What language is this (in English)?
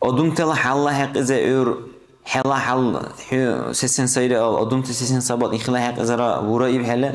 Dargwa